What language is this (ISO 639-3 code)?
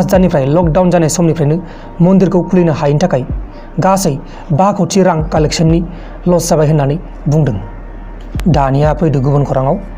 brx